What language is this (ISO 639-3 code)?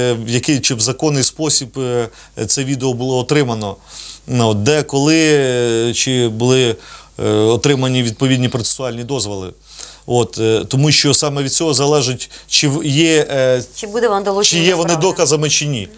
ukr